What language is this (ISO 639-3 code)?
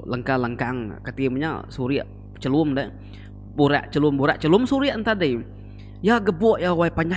iba